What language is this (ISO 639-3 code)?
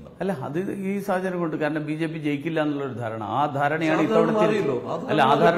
mal